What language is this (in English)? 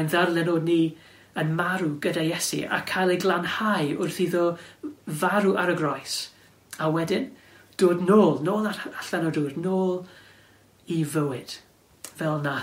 Welsh